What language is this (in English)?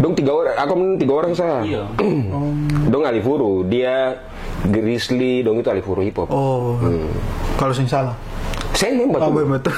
Ambonese Malay